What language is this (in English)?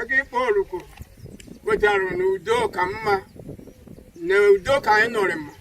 Igbo